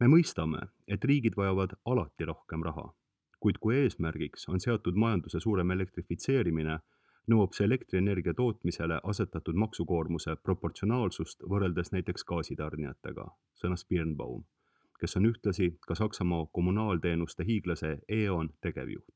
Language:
Estonian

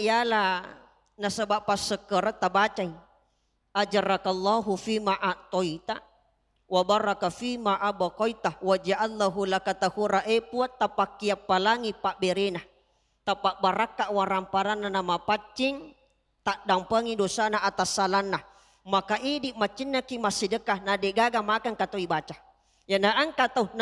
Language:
Buginese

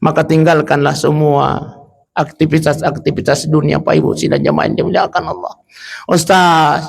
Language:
Buginese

